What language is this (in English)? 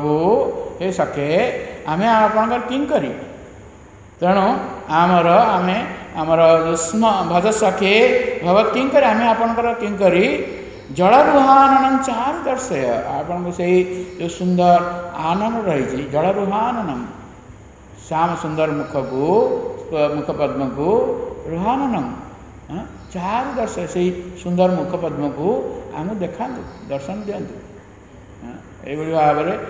Odia